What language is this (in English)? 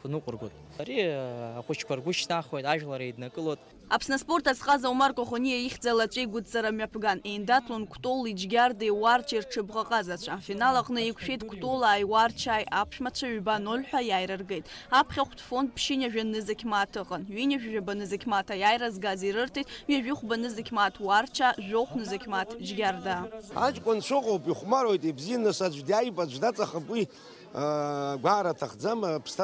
Abkhazian